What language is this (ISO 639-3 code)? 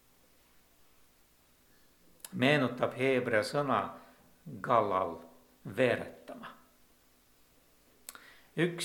est